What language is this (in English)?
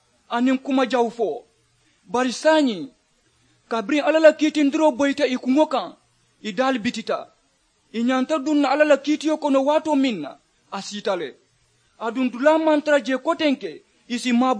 Mandingo